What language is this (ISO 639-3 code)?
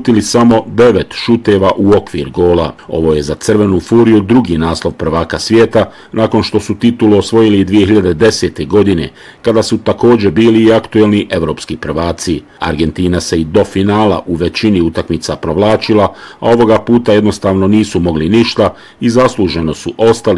bos